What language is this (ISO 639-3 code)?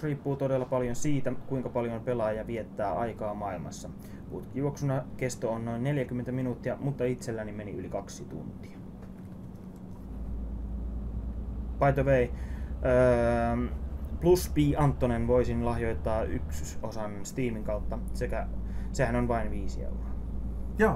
fin